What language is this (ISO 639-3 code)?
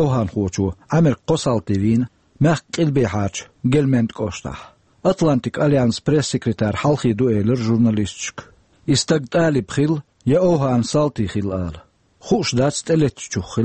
che